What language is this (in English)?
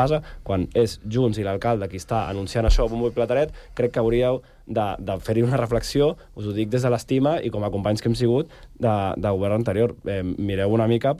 Catalan